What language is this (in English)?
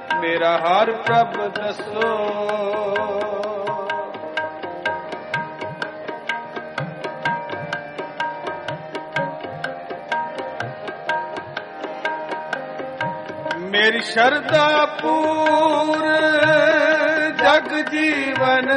Punjabi